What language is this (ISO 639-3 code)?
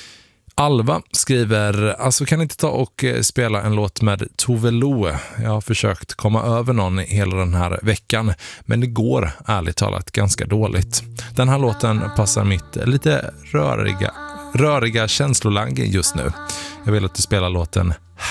swe